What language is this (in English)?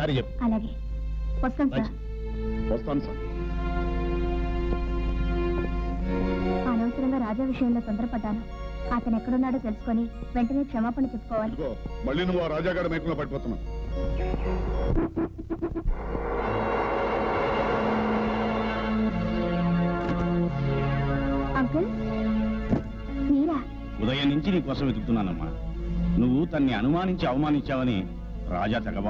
Telugu